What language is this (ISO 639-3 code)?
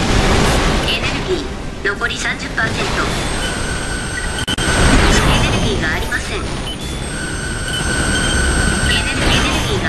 jpn